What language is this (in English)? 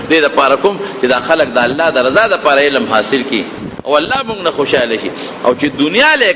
Pashto